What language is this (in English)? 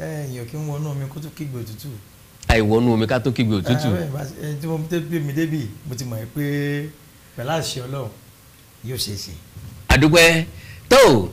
Yoruba